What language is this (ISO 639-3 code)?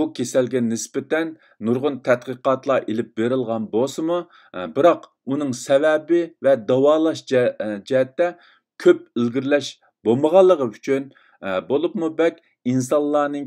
uig